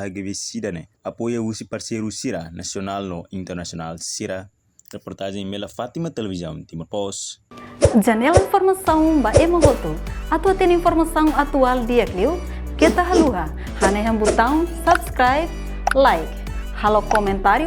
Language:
Tetum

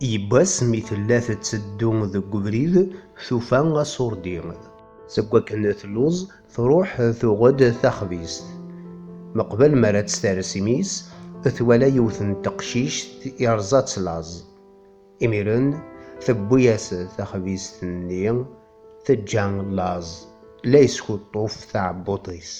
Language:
Kabyle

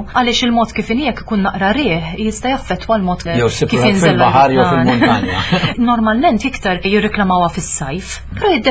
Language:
Maltese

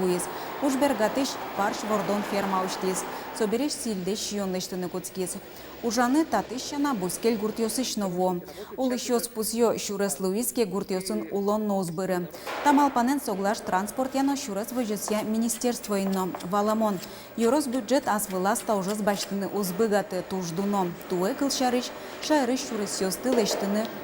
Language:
Udmurt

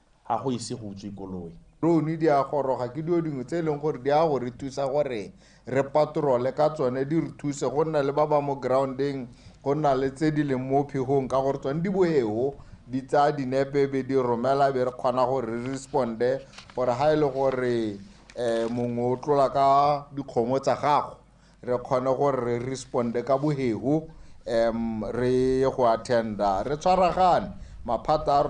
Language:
Tswana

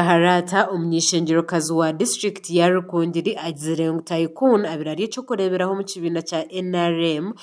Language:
Nyankole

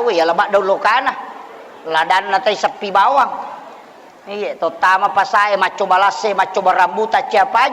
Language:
Buginese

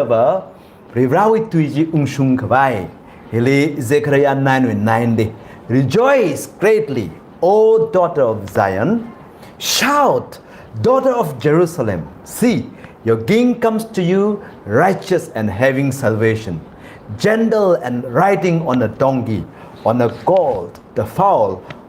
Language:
Tangkhul Naga (India)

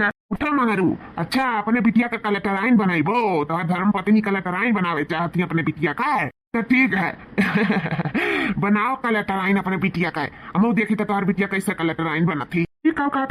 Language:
Awadhi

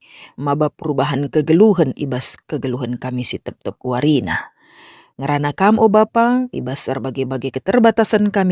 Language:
Batak Karo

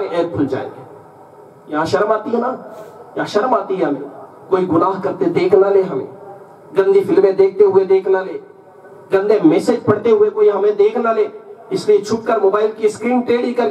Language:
Urdu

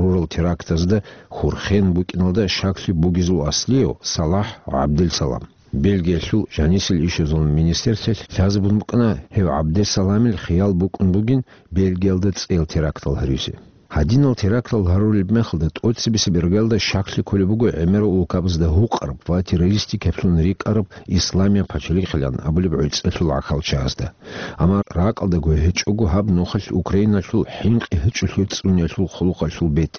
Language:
Avaric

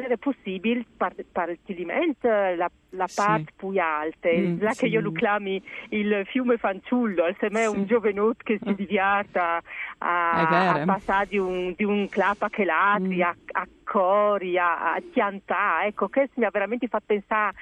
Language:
Friulian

